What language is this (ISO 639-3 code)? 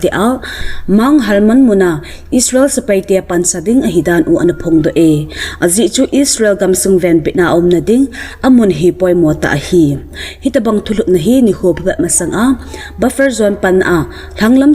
tcz